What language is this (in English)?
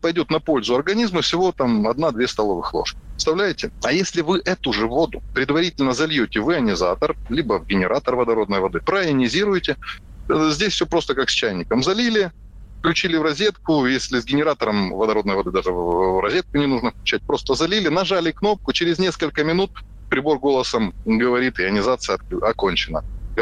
Russian